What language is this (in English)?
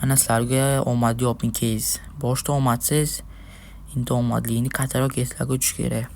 Uzbek